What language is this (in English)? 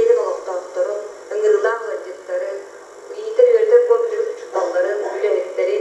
Yakut